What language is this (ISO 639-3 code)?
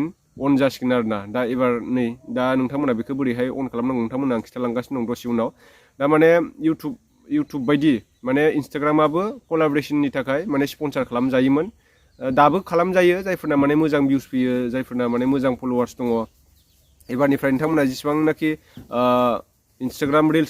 brx